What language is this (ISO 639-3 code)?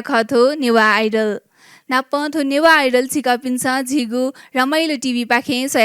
new